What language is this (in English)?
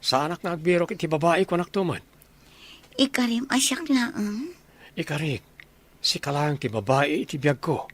Iloko